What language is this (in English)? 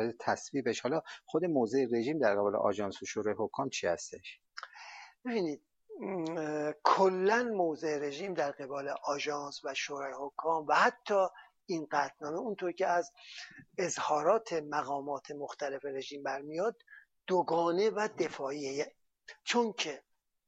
Persian